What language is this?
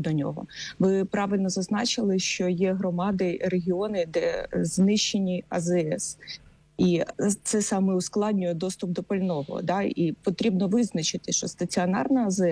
Ukrainian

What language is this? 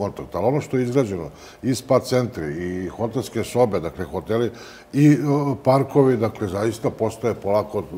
Serbian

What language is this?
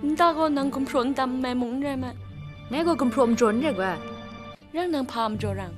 Kachin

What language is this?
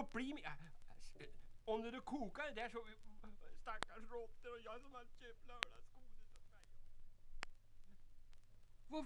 Swedish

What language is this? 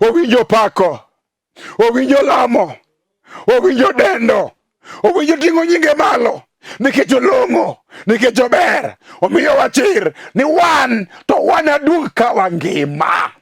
Luo (Kenya and Tanzania)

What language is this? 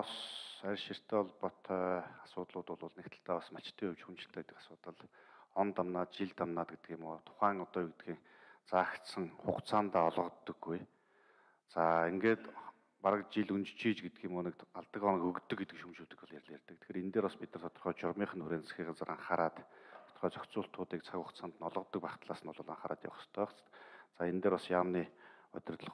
Mongolian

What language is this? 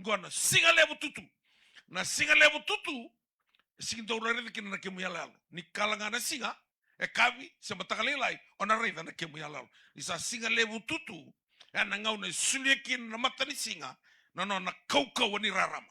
Fijian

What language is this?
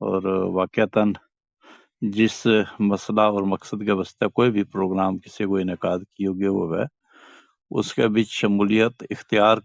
Gujari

